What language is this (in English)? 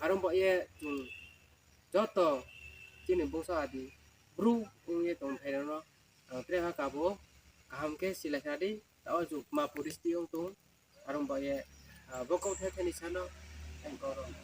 Riang (India)